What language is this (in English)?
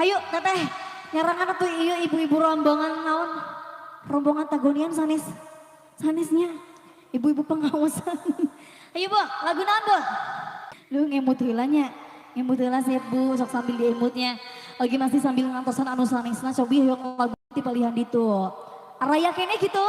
Sundanese